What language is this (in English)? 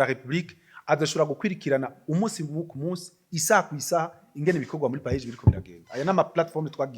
Rundi